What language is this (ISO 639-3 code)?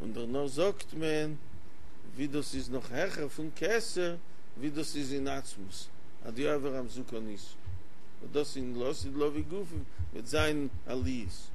yid